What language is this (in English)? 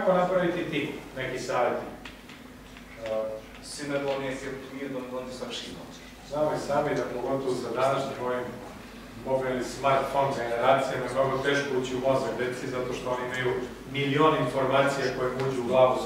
Serbian